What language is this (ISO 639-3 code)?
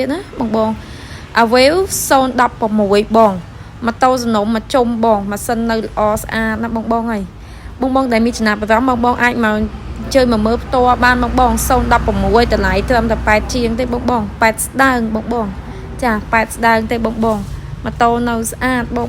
khm